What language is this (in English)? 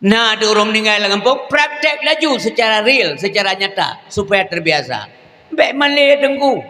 Achinese